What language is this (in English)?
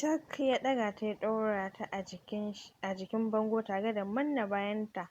Hausa